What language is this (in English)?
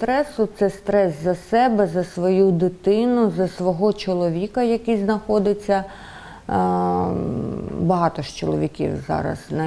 Ukrainian